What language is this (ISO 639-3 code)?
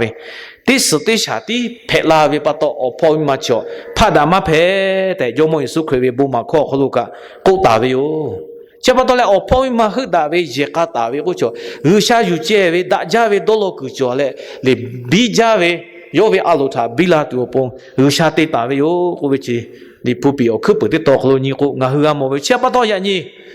lhu